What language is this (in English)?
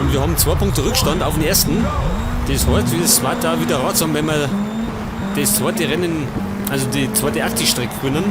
Bavarian